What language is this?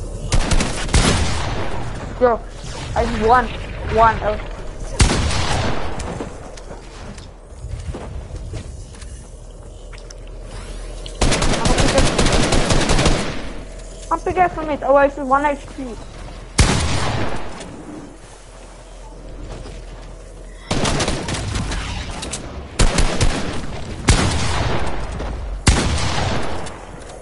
Afrikaans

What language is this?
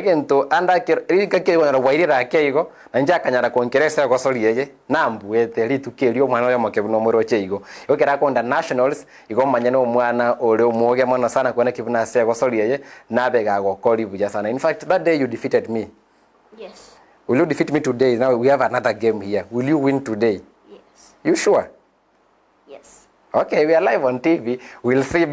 Gusii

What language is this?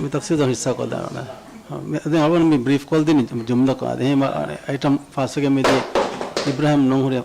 Divehi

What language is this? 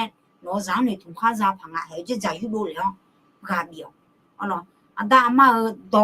Akha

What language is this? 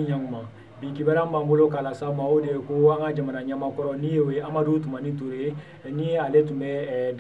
Bambara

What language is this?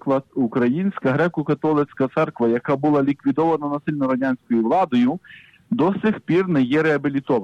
Ukrainian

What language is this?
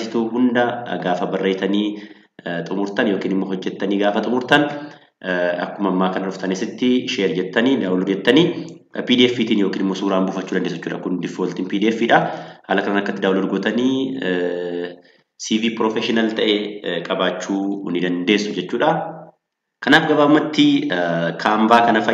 Oromo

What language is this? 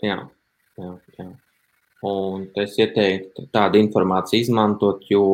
Latvian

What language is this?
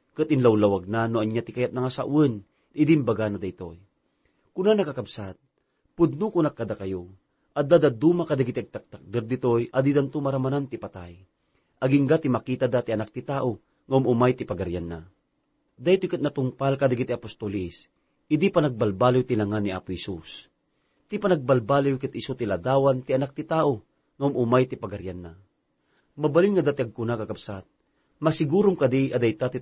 Iloko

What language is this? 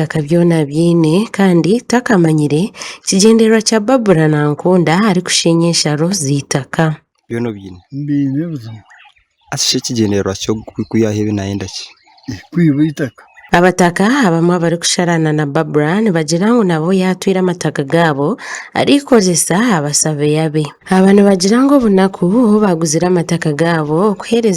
Nyankole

